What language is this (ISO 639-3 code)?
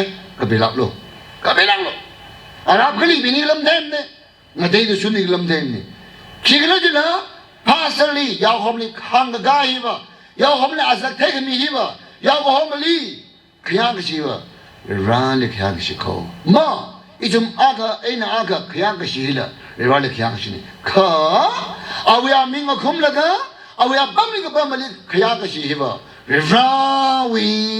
nmf